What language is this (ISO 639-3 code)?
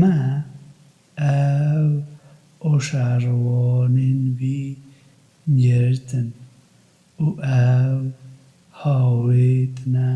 kur